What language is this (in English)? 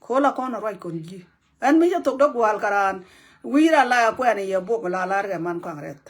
Nuer